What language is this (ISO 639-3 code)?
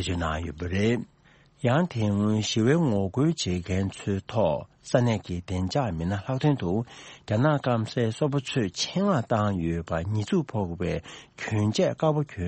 bod